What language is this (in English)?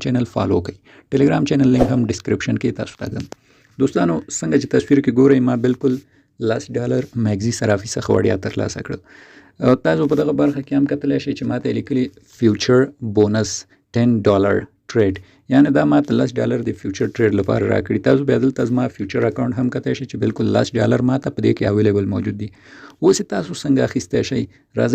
Pashto